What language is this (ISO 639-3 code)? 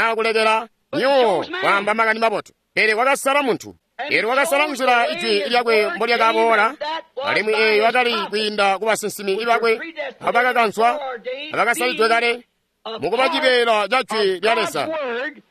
toi